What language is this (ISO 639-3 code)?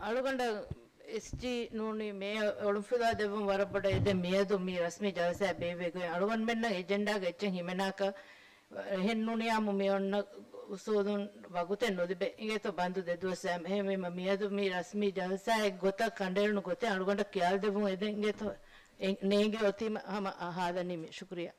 div